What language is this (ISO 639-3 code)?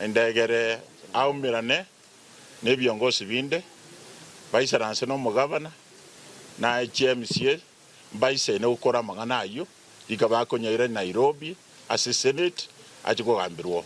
guz